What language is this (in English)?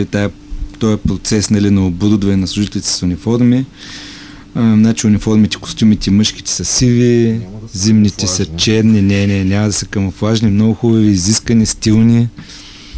Bulgarian